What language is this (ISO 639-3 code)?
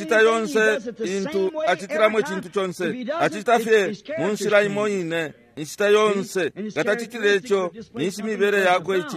bem